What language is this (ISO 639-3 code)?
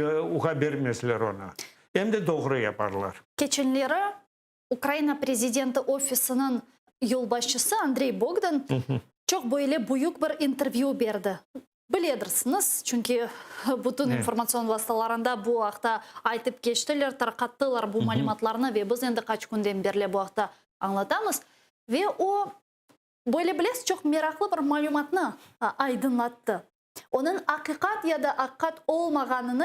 crh